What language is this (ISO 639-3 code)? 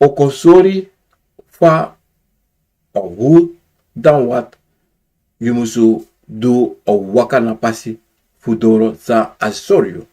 srn